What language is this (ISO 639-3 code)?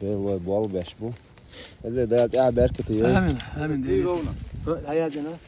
che